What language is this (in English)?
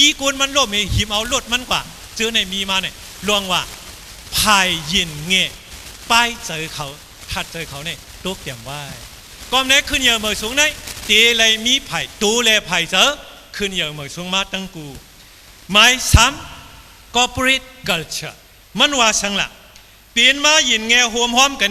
Shan